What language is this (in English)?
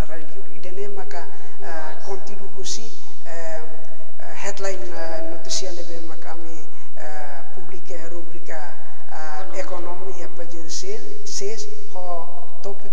Tetum